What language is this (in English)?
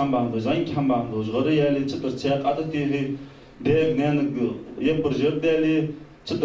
Ingush